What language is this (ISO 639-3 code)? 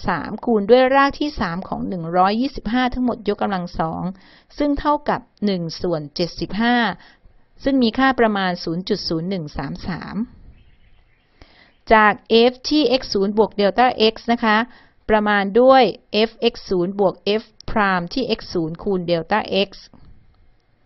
tha